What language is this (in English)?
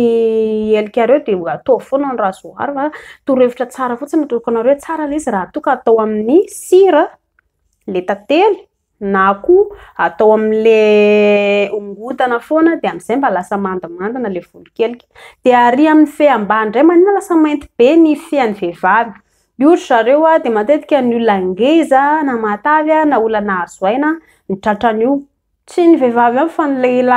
Malagasy